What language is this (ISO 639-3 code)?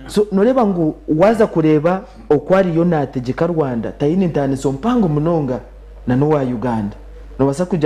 nyn